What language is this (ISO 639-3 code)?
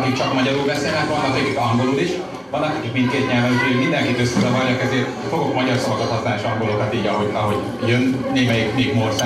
hun